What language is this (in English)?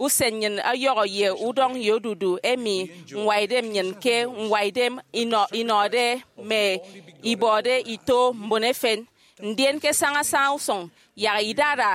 Efik